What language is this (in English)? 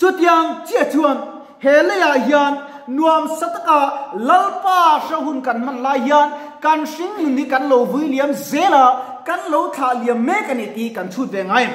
Mizo